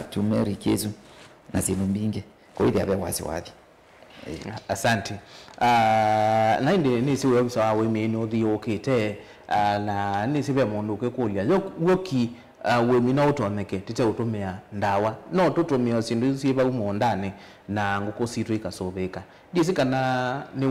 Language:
Kamba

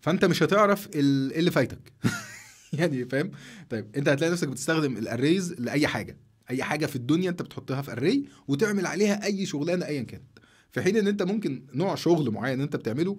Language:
Egyptian Arabic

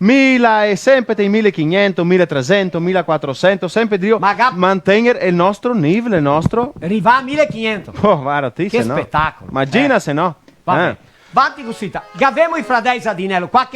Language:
Venetian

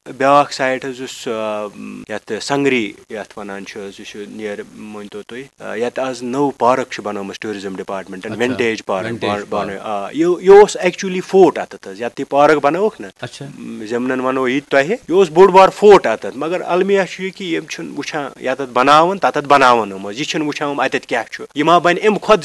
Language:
Kashmiri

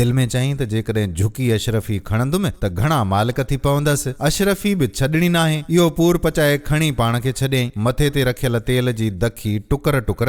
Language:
Sindhi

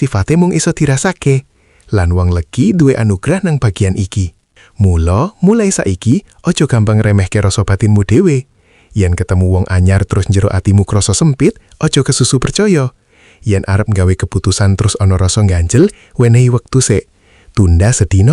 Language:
Javanese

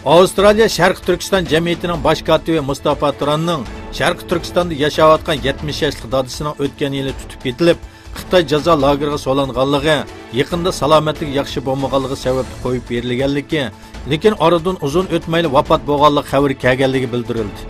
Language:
Uyghur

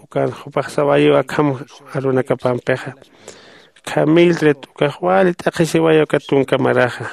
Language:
Aymara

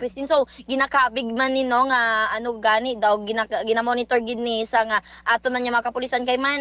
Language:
Hiligaynon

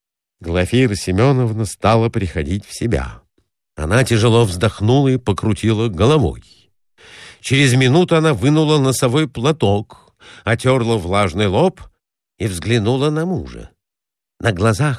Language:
Russian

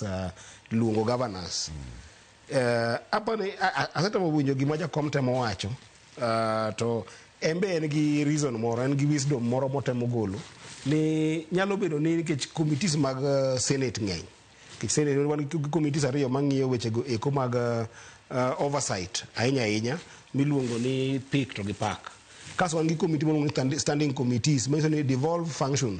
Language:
Luo (Kenya and Tanzania)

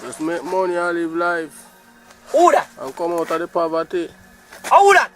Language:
Jamaican Creole English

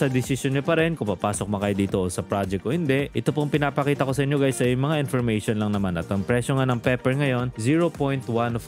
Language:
Filipino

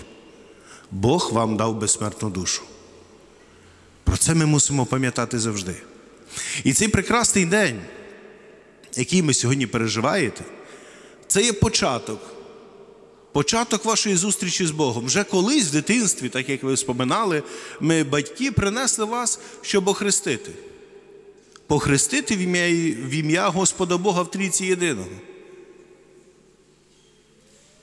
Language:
Ukrainian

